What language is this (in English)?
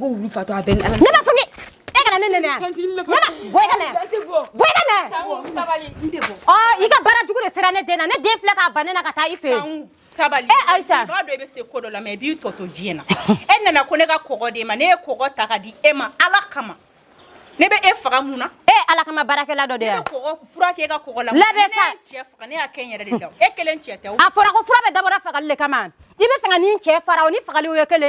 Bambara